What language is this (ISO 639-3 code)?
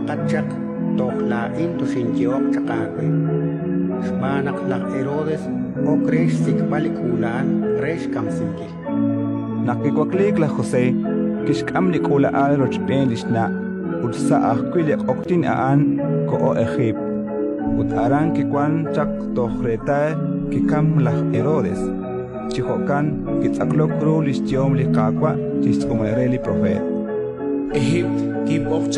kek